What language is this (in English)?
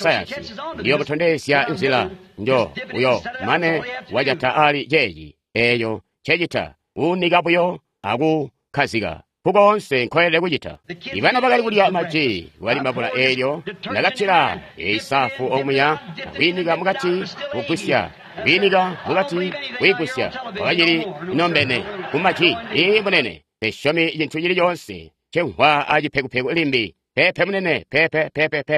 Tonga (Zambia)